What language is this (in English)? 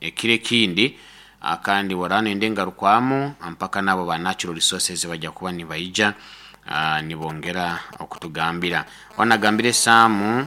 Nyankole